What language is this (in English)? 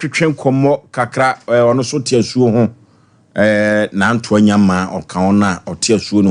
Akan